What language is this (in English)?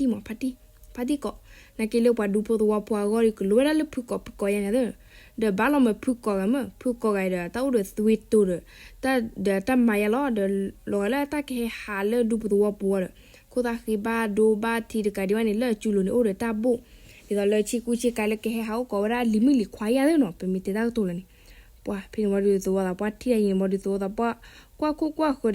S'gaw Karen